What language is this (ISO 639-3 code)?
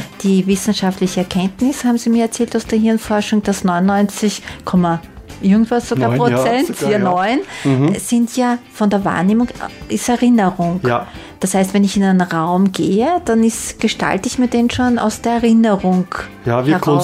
deu